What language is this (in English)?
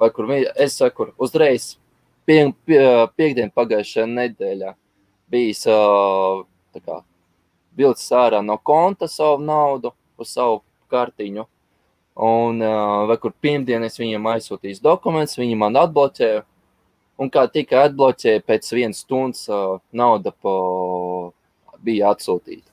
Latvian